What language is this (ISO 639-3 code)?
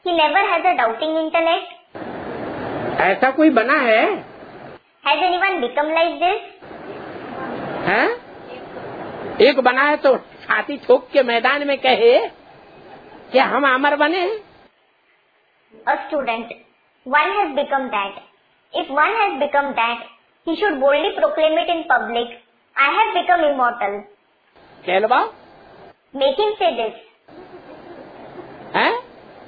hin